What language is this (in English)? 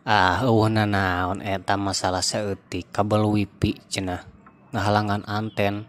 Sundanese